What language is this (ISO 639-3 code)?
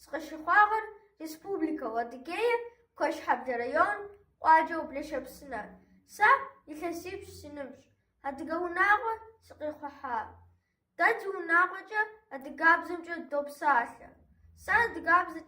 kbd